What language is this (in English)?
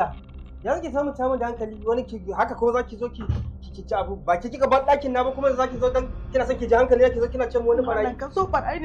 Hausa